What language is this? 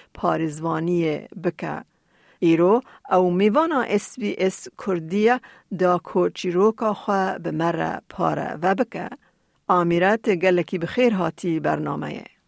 Kurdish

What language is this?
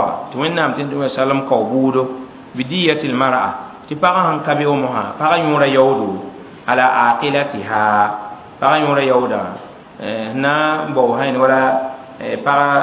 Mossi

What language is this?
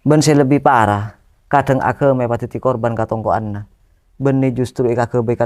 Madurese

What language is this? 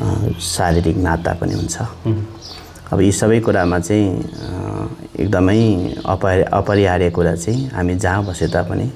Nepali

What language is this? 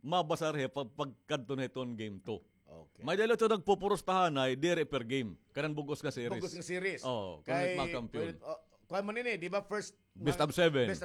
Waray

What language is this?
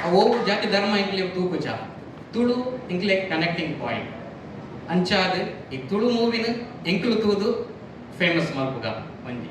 Tulu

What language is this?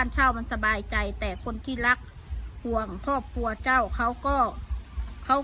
Northeastern Thai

